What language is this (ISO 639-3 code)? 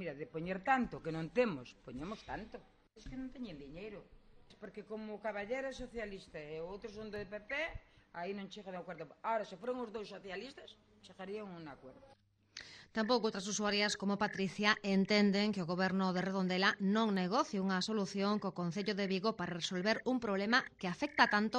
glg